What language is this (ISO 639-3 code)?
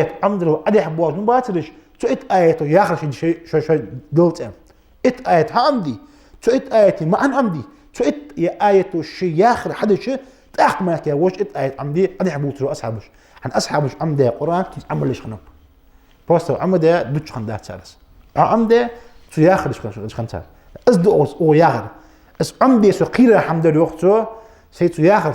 inh